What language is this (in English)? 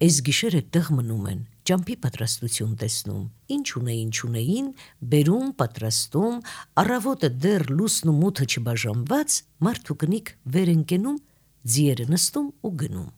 Armenian